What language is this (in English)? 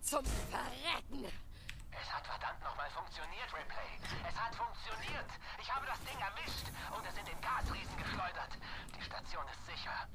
Bavarian